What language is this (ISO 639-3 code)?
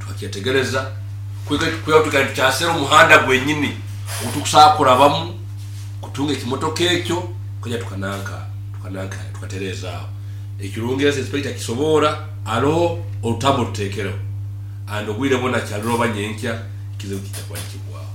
nyo